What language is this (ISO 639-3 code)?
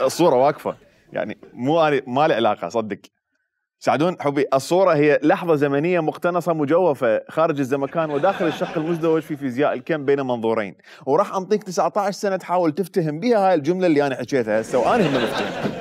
acm